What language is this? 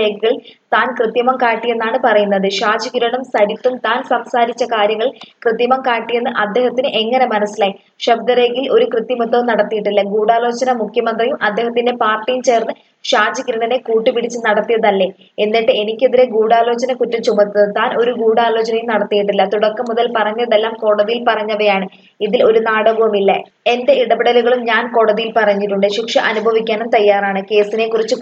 Malayalam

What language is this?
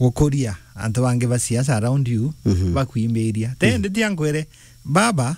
Meru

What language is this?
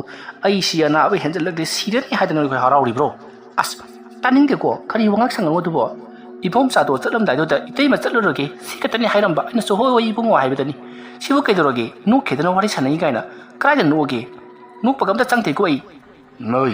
Manipuri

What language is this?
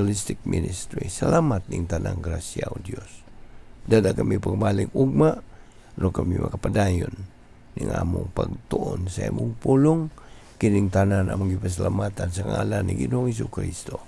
Cebuano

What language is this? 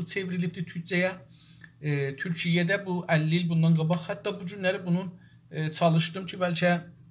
South Azerbaijani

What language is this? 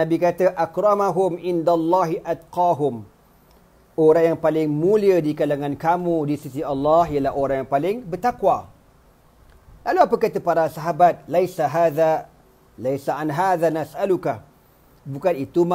Malay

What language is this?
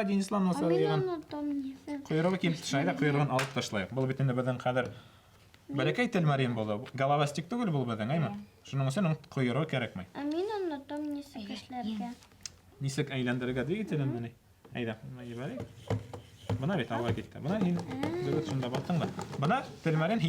Bashkir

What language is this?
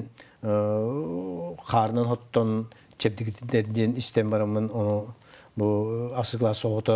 Yakut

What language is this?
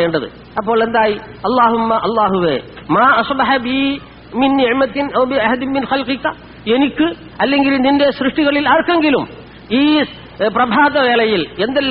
Malayalam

